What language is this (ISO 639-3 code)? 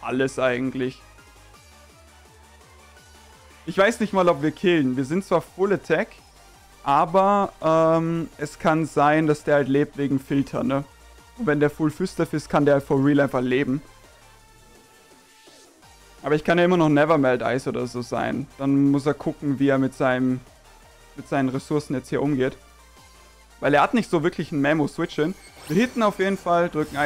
deu